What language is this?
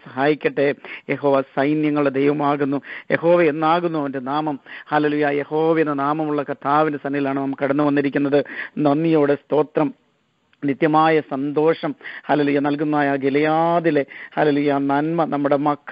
Malayalam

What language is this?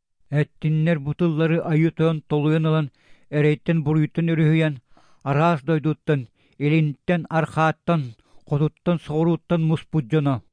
Yakut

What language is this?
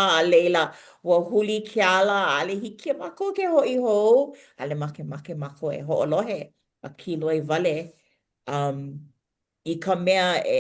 Hawaiian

